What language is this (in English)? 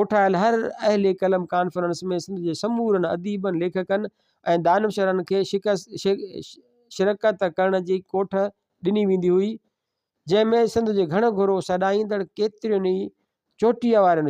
Sindhi